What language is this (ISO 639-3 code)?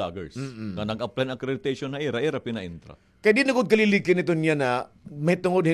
war